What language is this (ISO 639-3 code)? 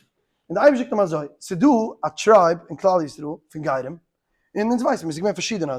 yid